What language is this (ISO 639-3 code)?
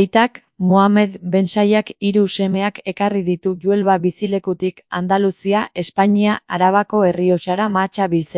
eus